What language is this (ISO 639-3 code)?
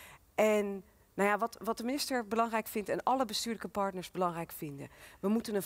nld